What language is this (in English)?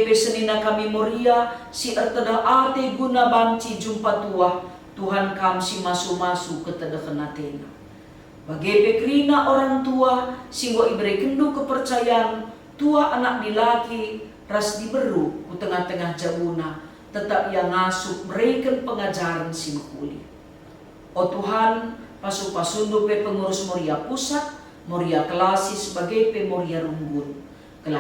Batak Karo